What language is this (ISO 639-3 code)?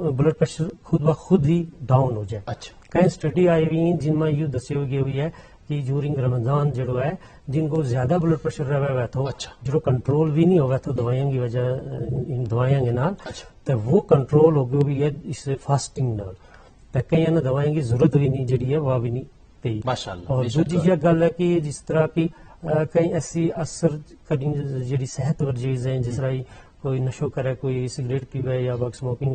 gju